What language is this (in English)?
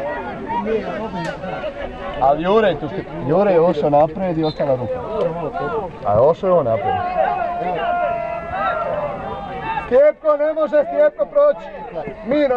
Croatian